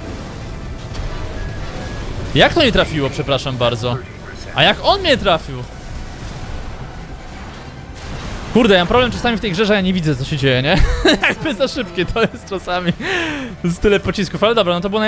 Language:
Polish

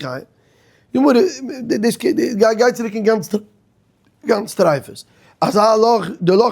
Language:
Yiddish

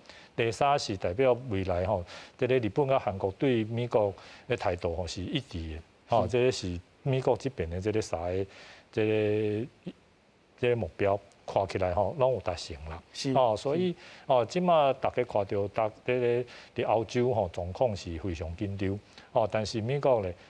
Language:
Min Nan Chinese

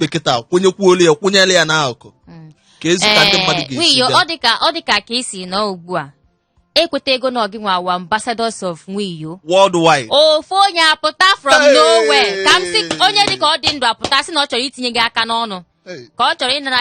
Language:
Igbo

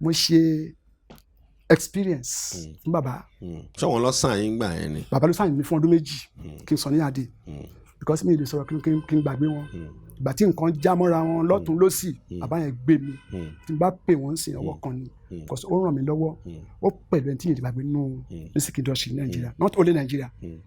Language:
Yoruba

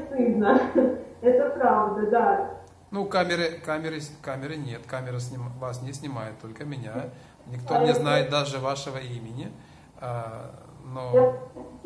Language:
Russian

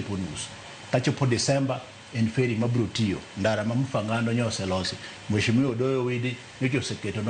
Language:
Luo (Kenya and Tanzania)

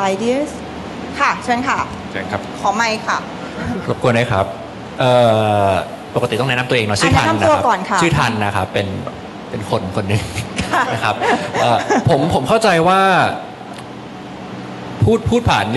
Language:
Thai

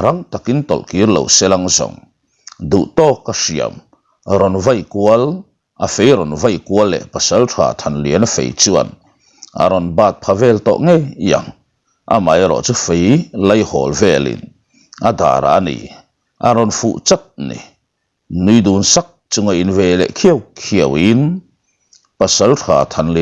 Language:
Mizo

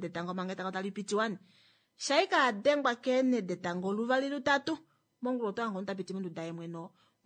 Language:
Kuanyama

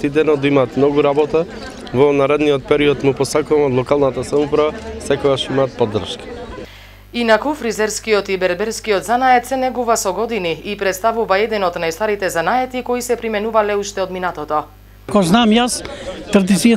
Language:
Macedonian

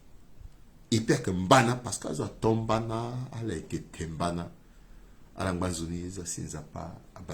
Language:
Sango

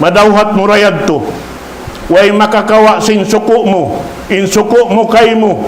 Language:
Tausug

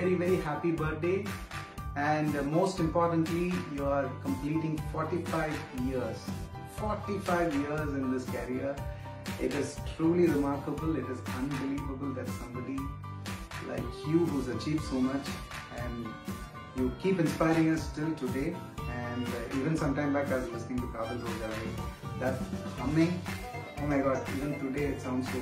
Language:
Malayalam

